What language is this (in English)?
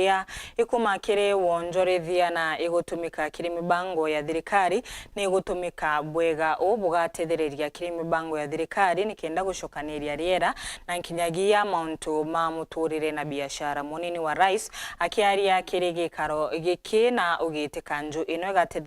Meru